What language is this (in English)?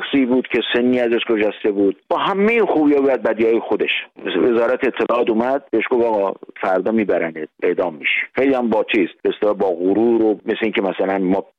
Persian